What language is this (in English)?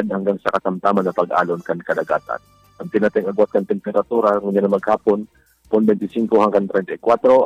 Bikol